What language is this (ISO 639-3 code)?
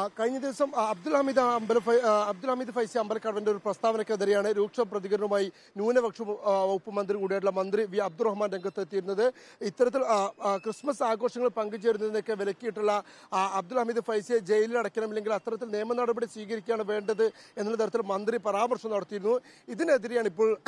mal